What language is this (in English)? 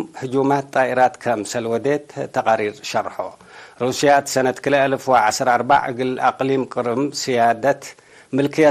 Tigre